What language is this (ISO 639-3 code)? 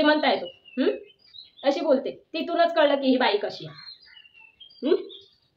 mar